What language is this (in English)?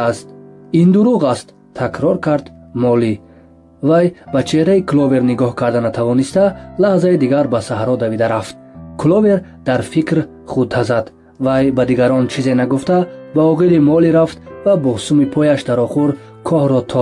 Tajik